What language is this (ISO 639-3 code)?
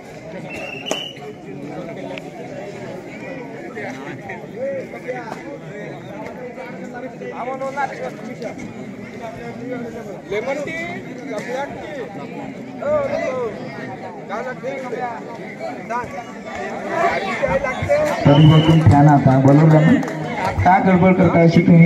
mar